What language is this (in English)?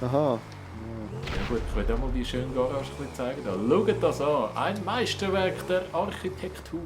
Swiss German